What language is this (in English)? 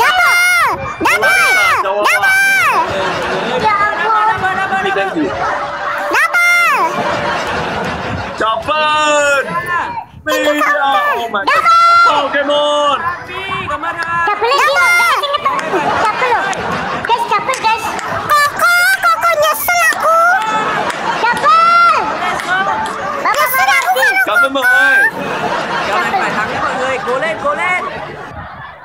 Indonesian